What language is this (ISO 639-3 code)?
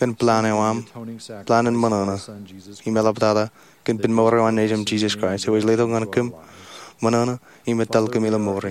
mah